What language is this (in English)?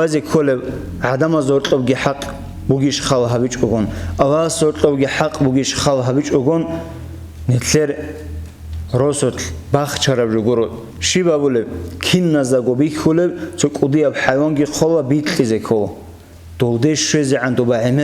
Avaric